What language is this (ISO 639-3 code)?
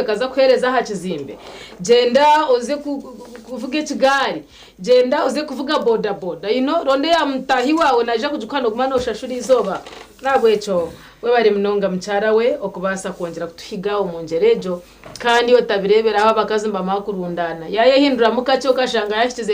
nyn